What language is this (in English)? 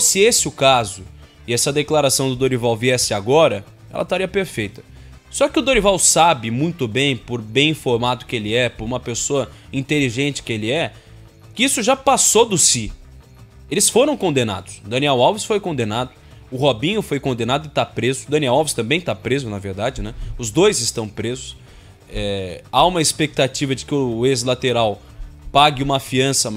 Portuguese